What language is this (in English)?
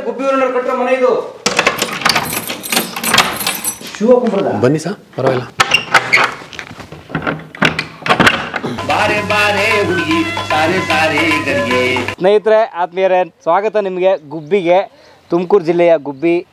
Kannada